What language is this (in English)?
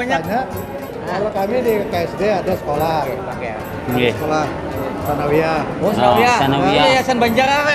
Banjar